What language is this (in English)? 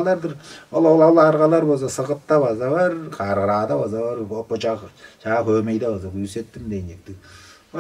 Tuvinian